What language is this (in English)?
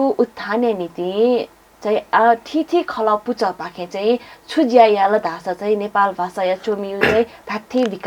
Newari